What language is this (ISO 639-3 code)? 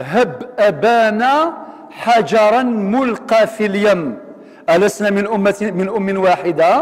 kab